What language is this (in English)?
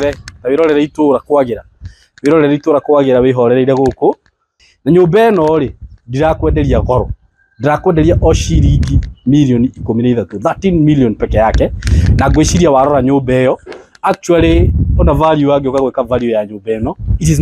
Kikuyu